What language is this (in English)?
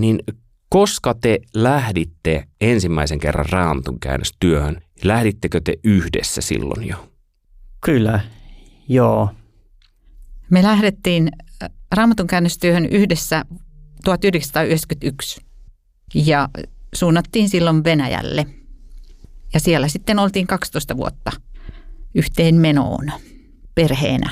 Finnish